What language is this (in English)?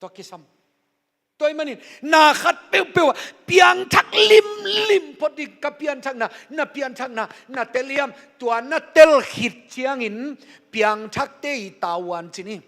Tedim Chin